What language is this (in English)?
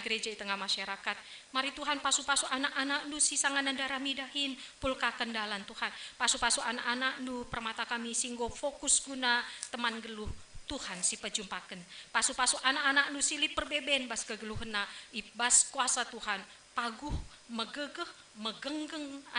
Batak Karo